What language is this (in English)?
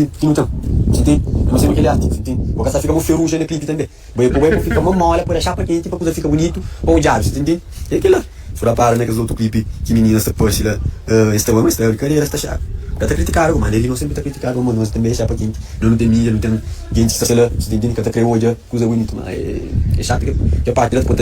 Kabuverdianu